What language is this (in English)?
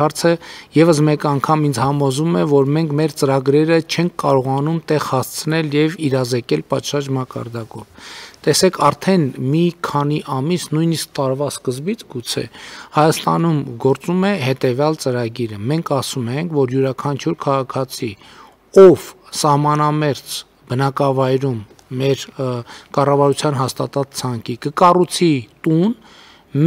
Armenian